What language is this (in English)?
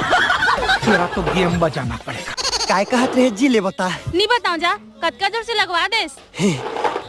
Chhattisgarhi